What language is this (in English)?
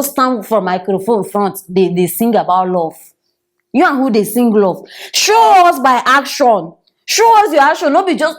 Nigerian Pidgin